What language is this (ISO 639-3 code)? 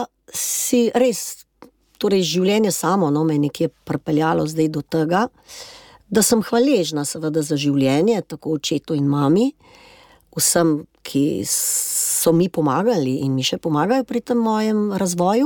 slv